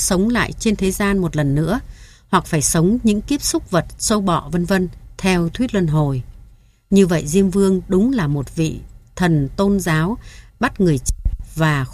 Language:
Vietnamese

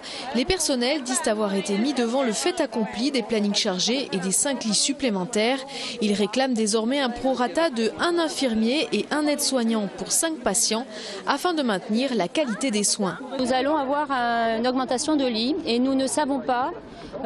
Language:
French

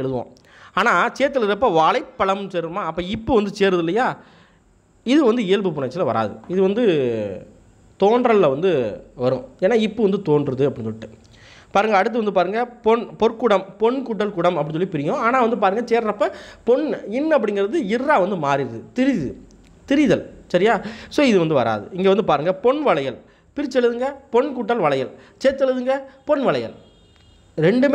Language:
Tamil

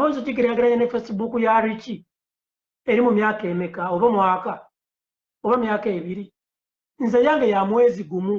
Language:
Ganda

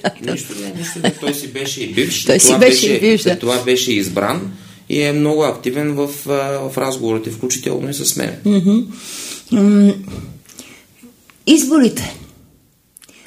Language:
Bulgarian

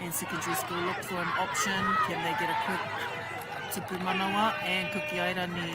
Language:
Māori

